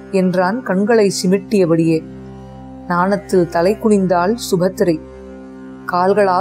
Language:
Tamil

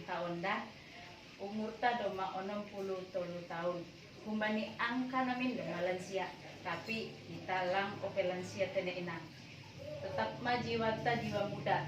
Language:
Batak Simalungun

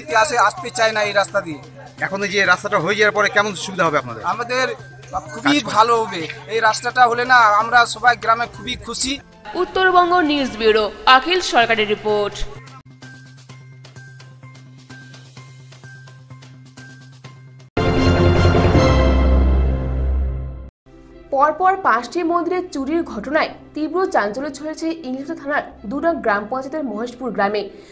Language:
Bangla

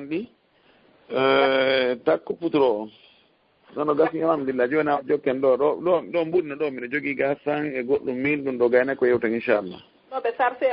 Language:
Fula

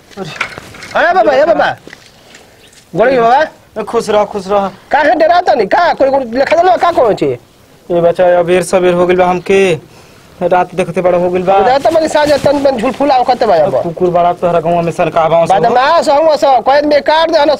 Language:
Bhojpuri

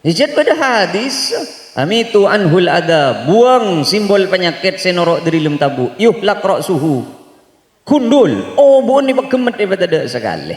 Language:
Madurese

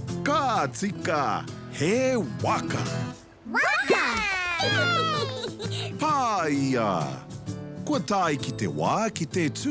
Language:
Māori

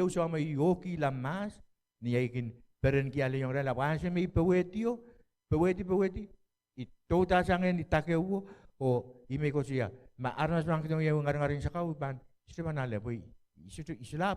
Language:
Pohnpeian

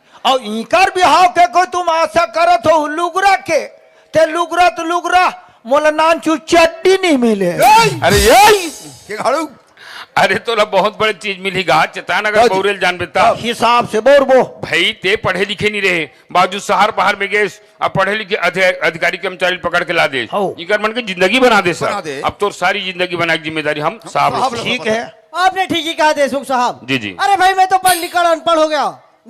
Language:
Chhattisgarhi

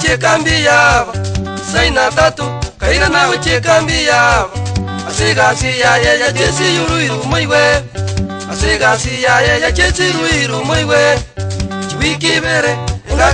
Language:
Gusii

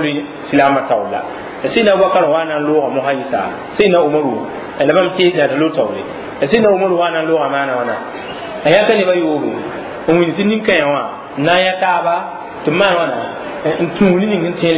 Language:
Mossi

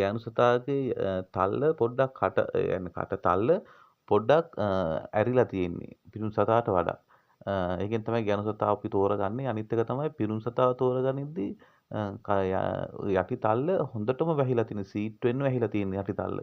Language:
Sinhala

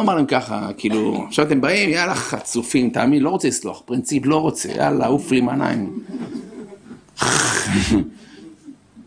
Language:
Hebrew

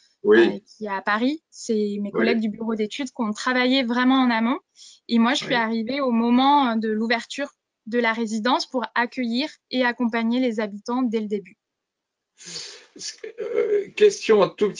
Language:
French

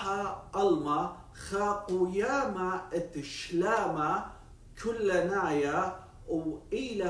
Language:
Assyrian Neo-Aramaic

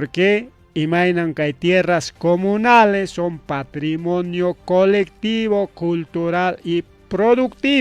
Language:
Ayacucho Quechua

